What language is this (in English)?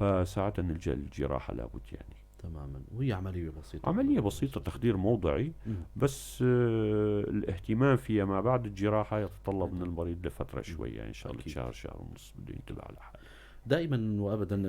North Levantine Arabic